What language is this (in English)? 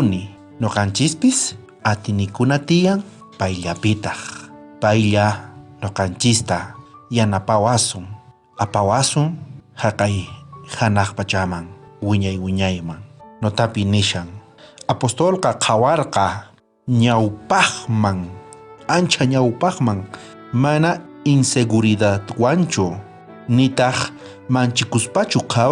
South Bolivian Quechua